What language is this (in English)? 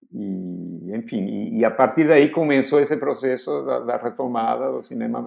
Portuguese